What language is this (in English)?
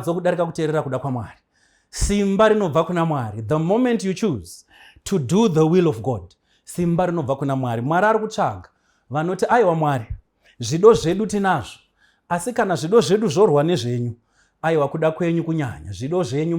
Shona